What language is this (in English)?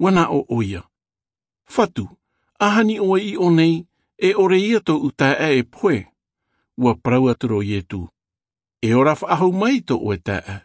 Tahitian